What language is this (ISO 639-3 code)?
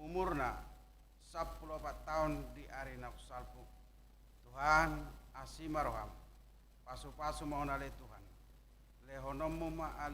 bbc